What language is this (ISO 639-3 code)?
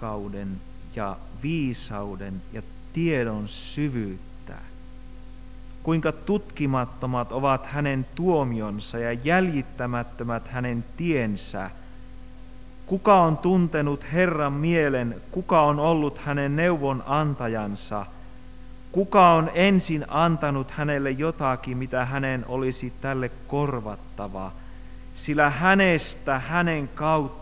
fin